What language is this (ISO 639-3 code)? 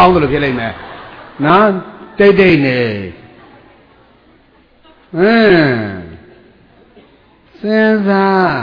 mya